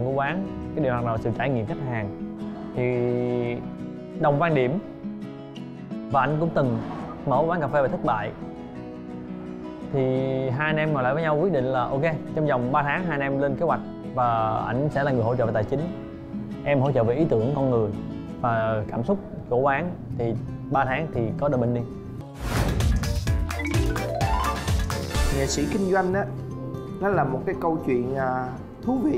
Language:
Vietnamese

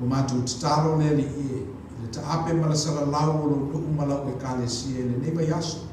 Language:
Samoan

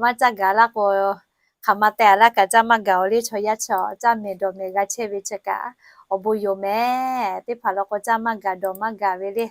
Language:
Lahu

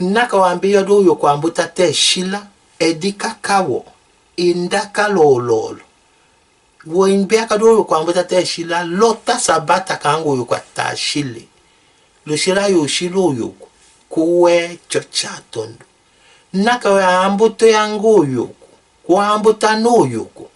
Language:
Tetela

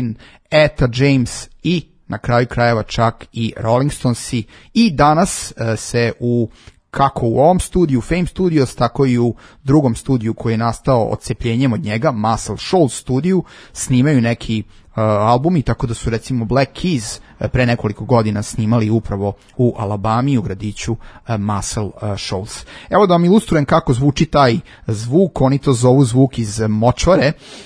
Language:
Serbian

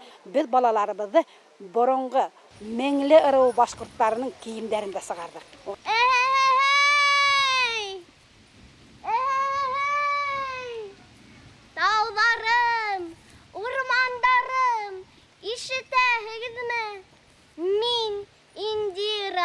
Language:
Bashkir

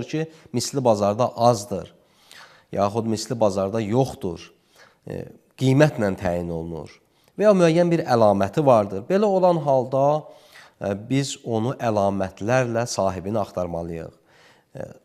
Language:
Azerbaijani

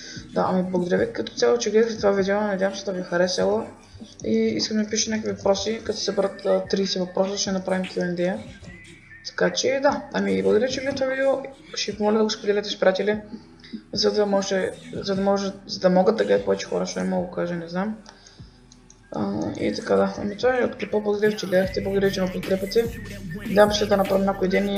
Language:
Bulgarian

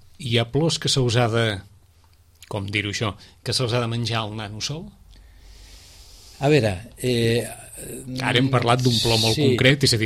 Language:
Catalan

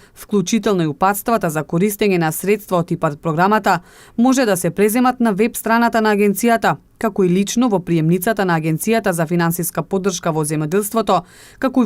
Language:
Macedonian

